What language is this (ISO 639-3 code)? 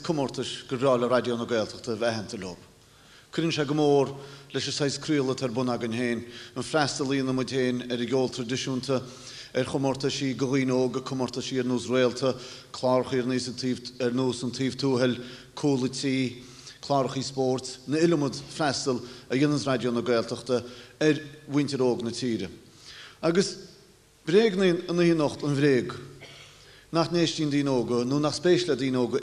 gle